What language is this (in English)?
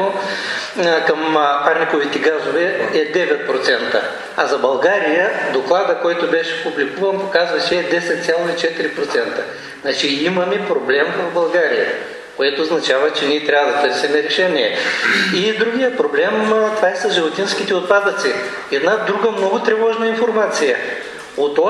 Bulgarian